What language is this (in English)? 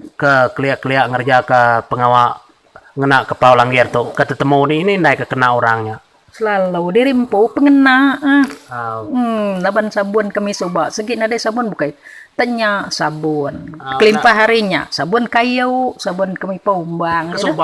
Iban